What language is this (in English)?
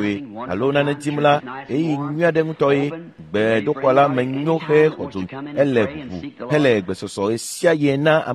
Ewe